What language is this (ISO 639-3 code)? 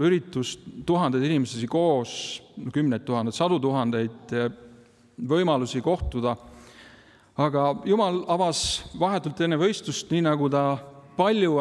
est